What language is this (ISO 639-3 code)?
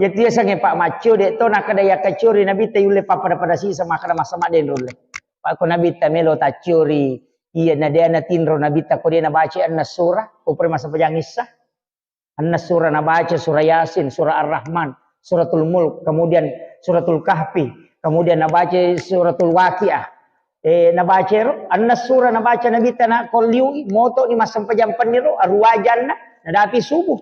bug